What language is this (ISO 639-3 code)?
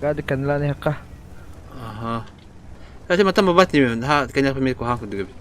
sah